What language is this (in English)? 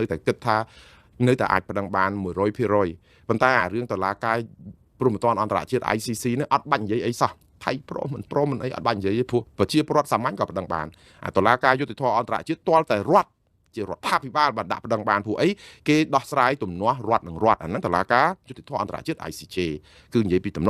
Khmer